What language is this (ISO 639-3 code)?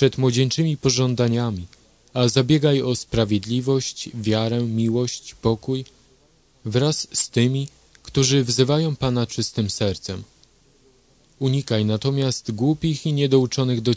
pol